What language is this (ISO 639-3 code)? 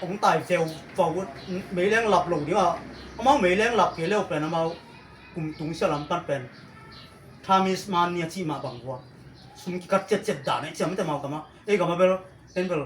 ctd